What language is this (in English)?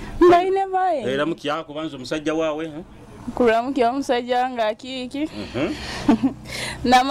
Nyoro